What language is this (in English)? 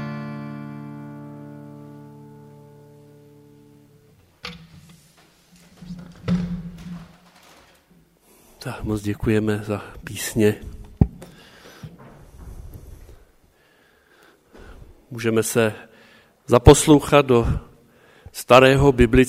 Czech